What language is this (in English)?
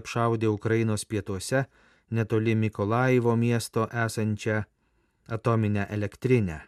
Lithuanian